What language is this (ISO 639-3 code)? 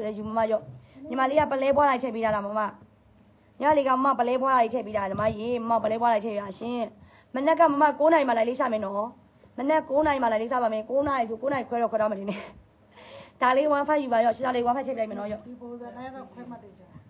mya